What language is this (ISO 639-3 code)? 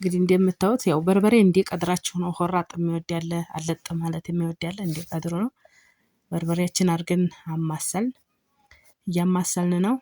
amh